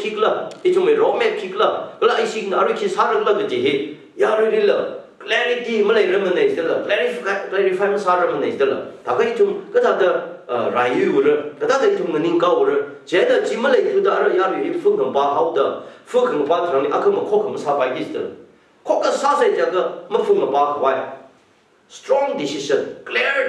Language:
Tangkhul Naga (India)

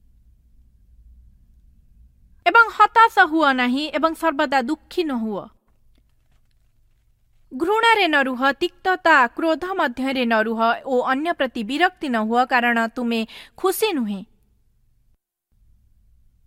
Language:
Odia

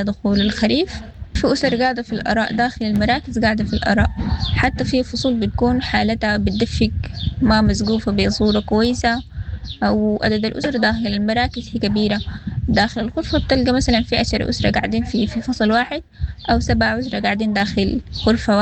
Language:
Sudanese Arabic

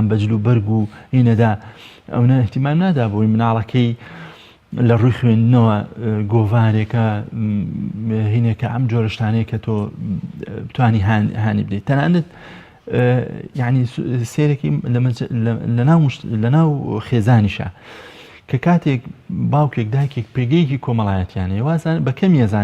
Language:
Central Kurdish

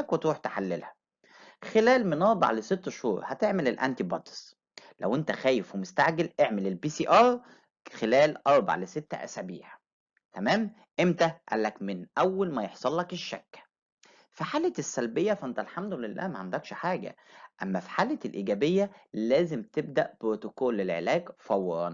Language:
Egyptian Arabic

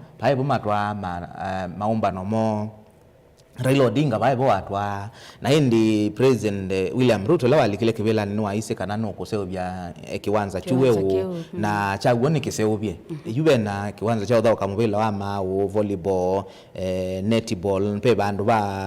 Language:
Kamba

